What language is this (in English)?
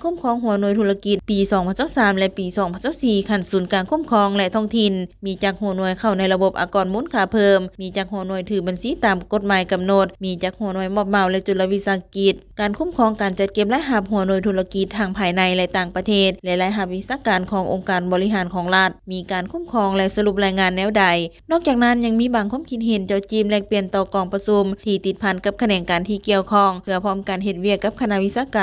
Lao